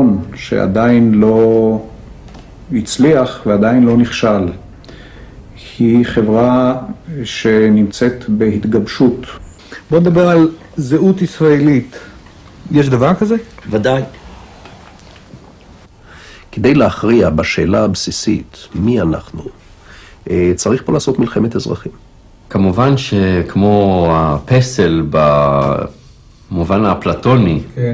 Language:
Hebrew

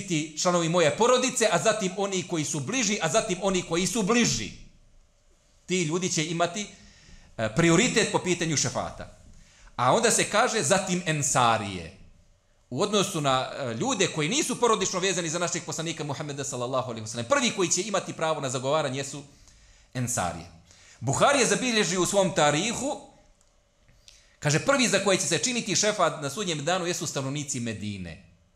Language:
Bosnian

